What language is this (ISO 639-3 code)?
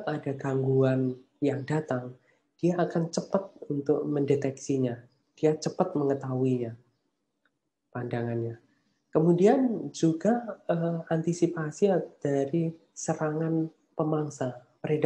ind